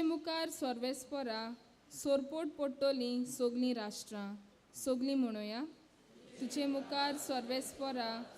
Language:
Konkani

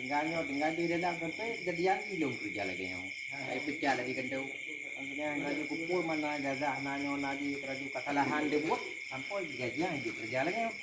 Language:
Achinese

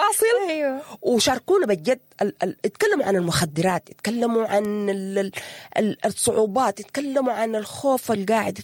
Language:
Sudanese Arabic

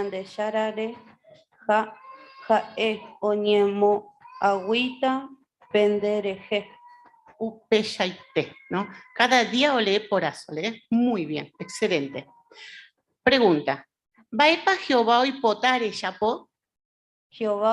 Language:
Guarani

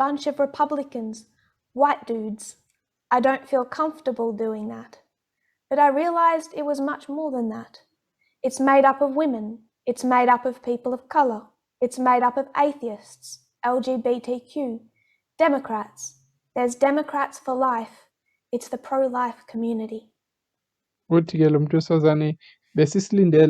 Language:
Zulu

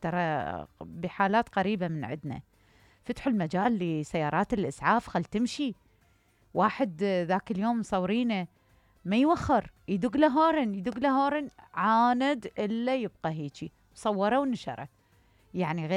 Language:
Mesopotamian Arabic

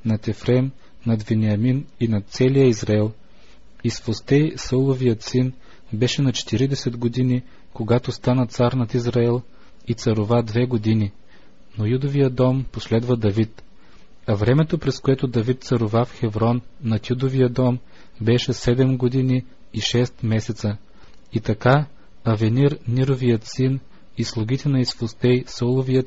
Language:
Bulgarian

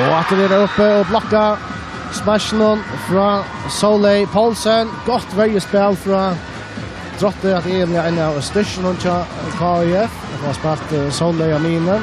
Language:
Faroese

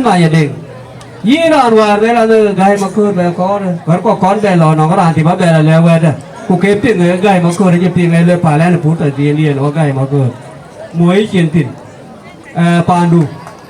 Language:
Dinka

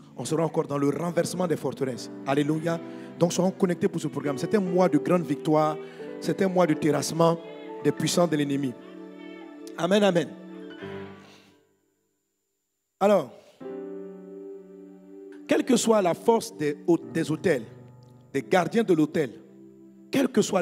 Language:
French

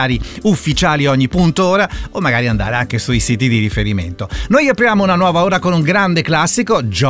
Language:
Italian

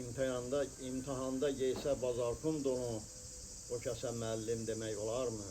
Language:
Azerbaijani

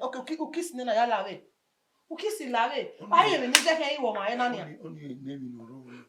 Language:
Bini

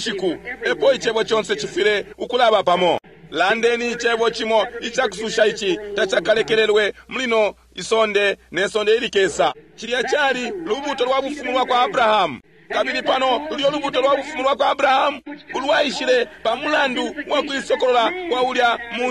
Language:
Bemba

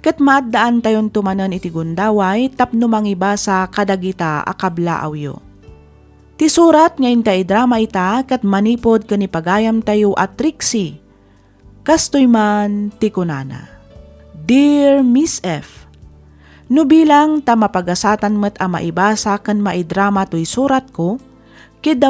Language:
Iloko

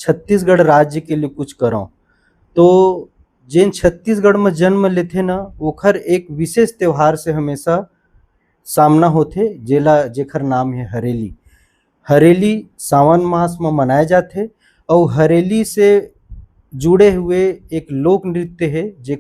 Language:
Chhattisgarhi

